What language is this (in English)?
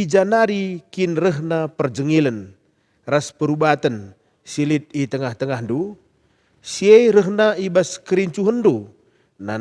Batak Karo